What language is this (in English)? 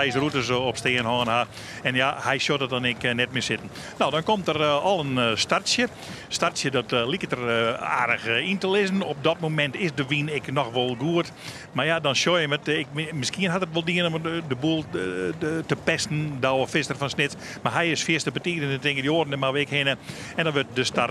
Western Frisian